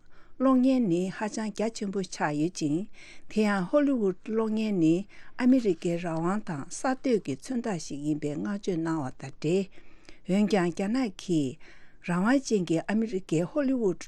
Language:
Tibetan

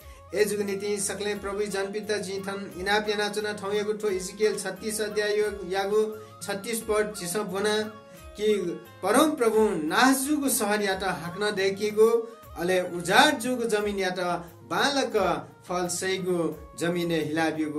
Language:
Newari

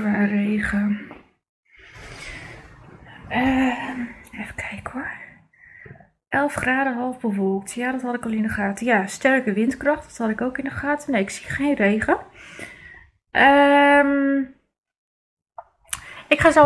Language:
Dutch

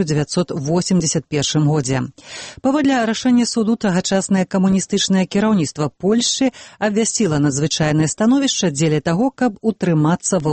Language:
Belarusian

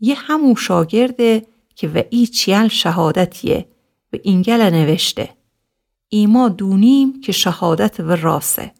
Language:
Gilaki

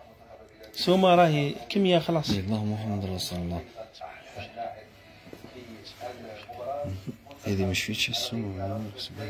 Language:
Algerian Arabic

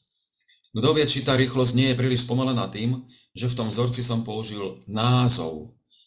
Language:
Slovak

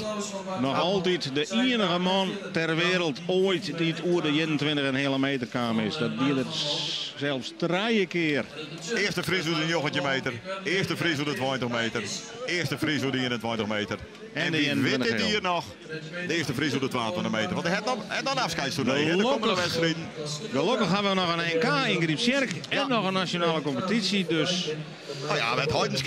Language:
Western Frisian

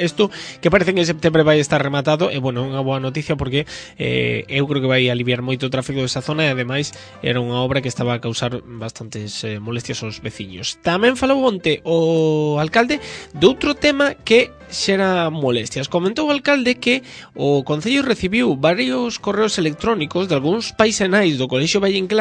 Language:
Galician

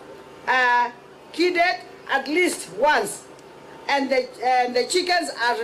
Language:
Kamba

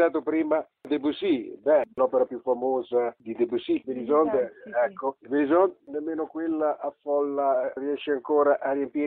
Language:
Italian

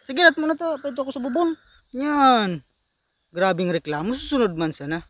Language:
Bikol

